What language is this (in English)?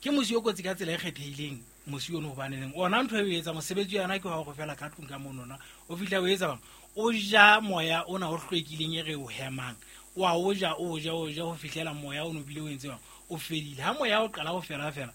Southern Sotho